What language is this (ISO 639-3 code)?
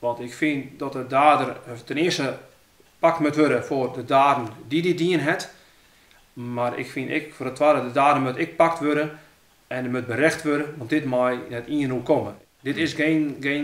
fry